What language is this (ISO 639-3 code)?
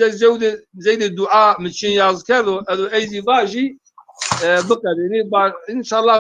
zza